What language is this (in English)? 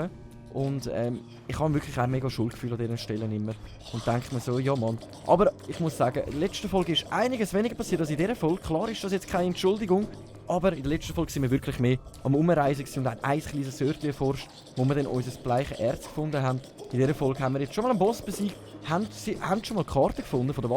Swiss German